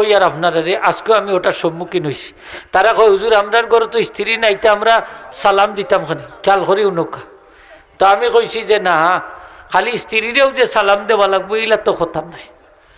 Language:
Sylheti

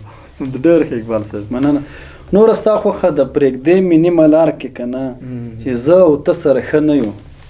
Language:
Pashto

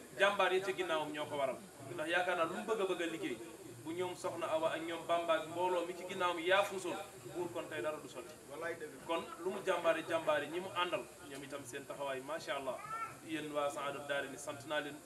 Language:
Wolof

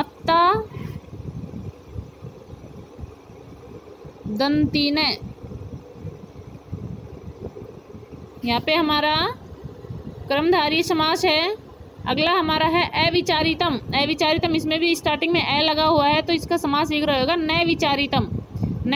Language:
Hindi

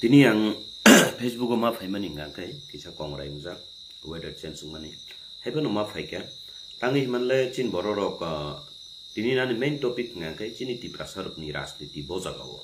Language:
Kok Borok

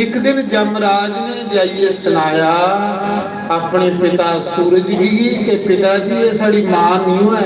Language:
Dogri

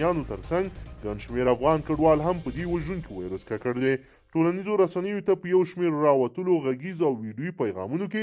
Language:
Pashto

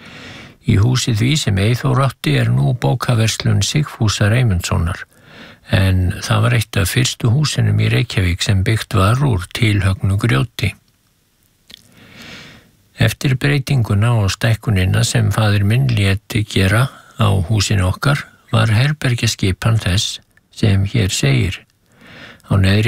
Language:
Icelandic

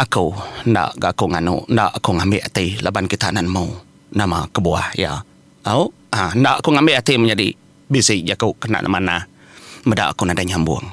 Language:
Iban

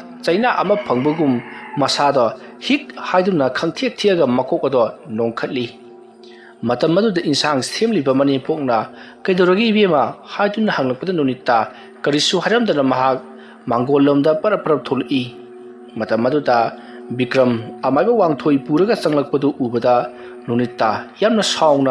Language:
Manipuri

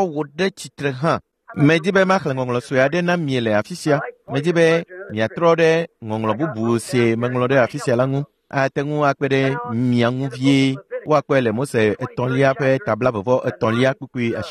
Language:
Ewe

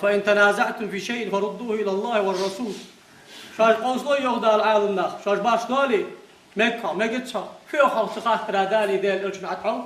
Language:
Ingush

